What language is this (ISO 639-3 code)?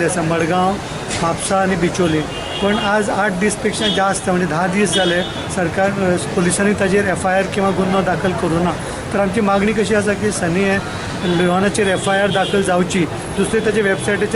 kok